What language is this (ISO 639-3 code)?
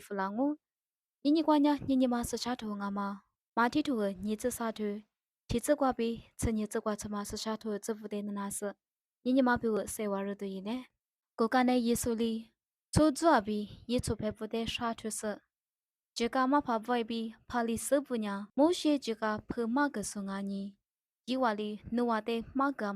lis